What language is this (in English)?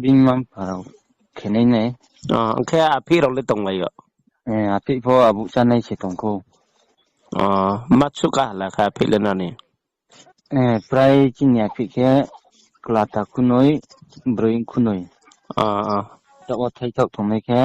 Riang (India)